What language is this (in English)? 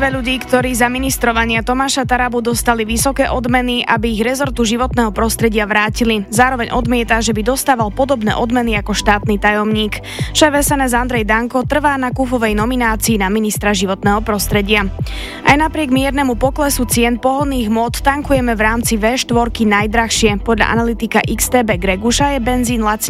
Slovak